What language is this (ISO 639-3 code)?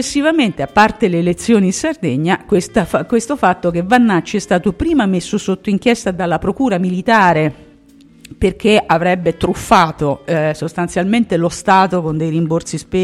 ita